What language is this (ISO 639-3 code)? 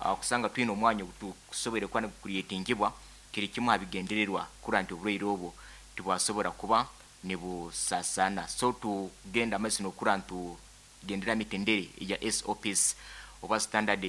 nyn